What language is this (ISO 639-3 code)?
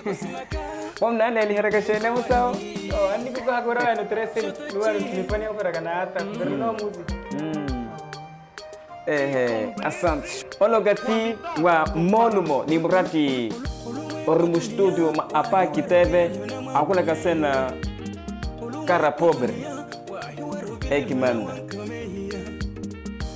swa